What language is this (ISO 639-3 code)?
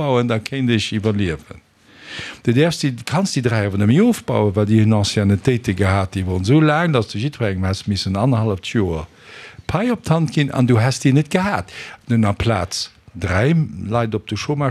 ltz